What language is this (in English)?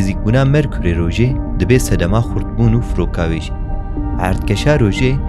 Kurdish